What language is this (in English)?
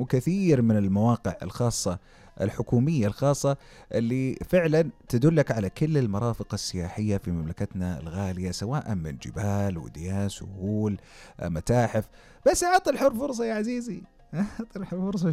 Najdi Arabic